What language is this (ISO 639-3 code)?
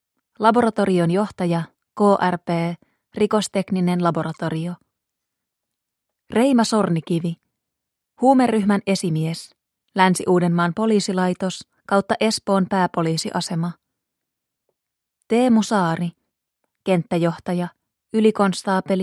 fin